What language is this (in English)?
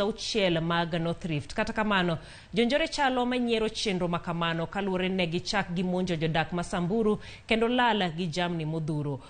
Luo (Kenya and Tanzania)